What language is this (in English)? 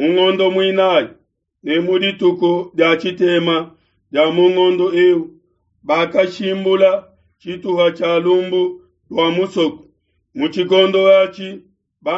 Luba-Lulua